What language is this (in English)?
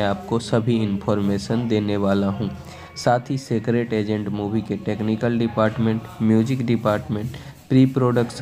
Hindi